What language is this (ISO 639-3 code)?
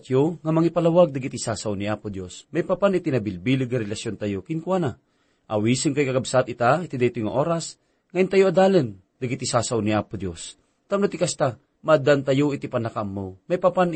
ilo